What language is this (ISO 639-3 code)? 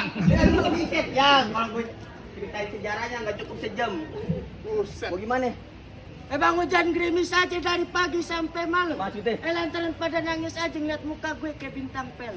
bew